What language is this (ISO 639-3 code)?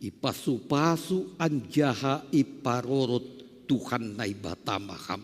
bts